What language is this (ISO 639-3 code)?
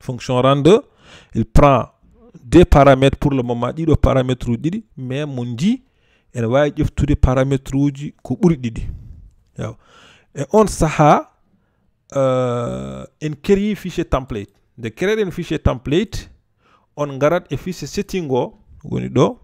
ful